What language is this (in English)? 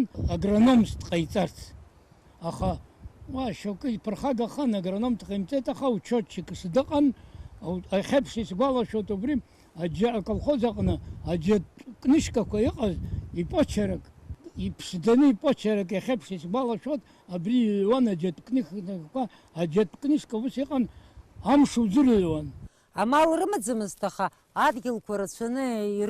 Abkhazian